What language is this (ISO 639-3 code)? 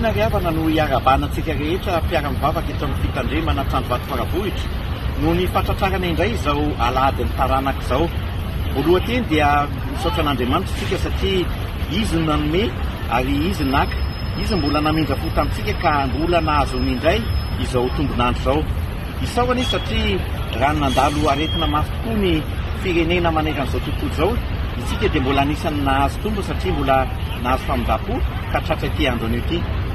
mlg